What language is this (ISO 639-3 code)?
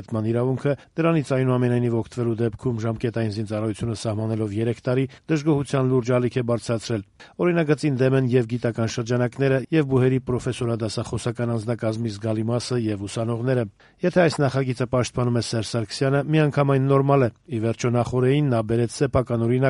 hye